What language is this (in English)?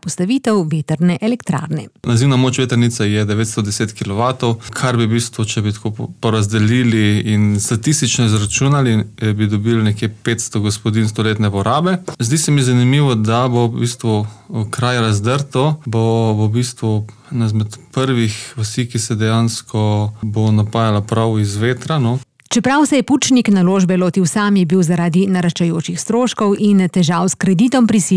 Slovenian